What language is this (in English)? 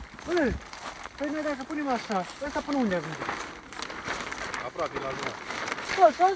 Romanian